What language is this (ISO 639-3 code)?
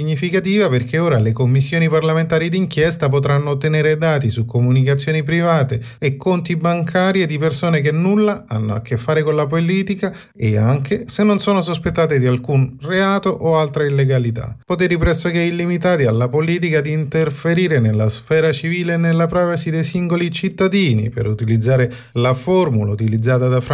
ita